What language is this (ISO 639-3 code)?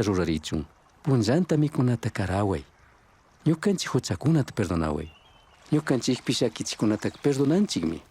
qug